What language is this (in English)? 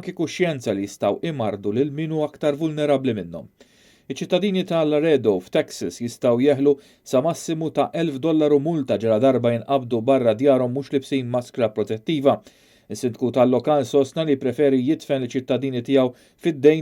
Maltese